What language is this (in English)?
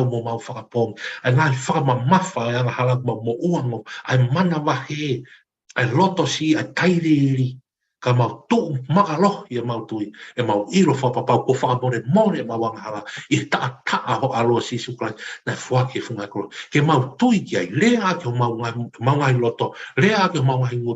Tongan